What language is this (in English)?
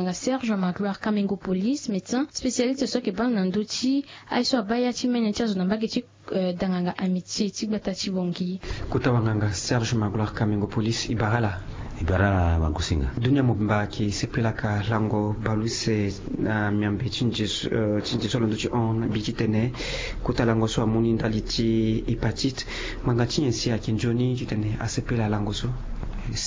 Sango